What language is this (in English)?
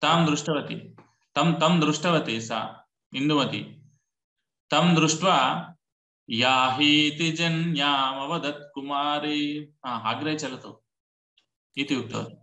Sanskrit